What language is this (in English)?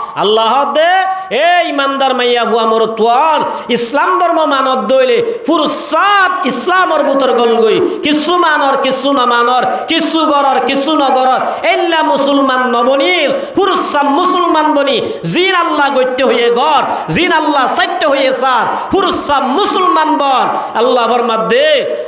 Rohingya